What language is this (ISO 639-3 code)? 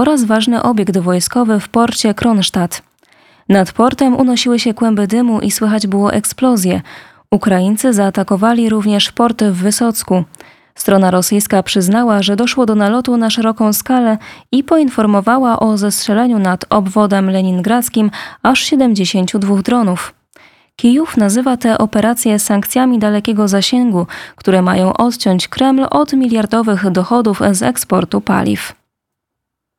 pol